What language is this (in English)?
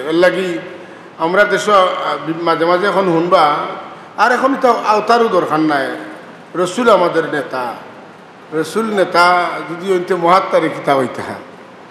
Sylheti